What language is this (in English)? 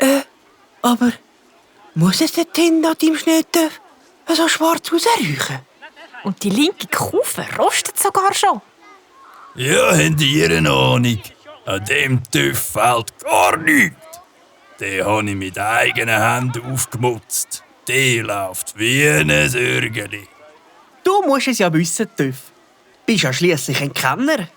Swiss German